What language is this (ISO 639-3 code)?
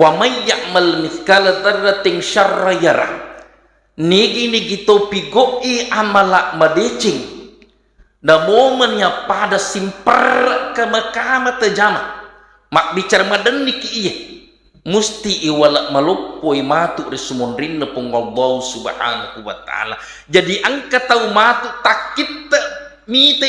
bug